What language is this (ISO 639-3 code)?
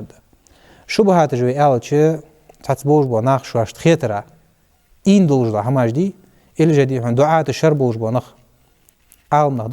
inh